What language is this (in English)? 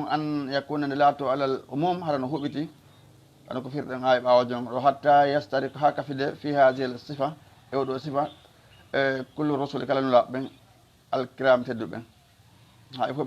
Fula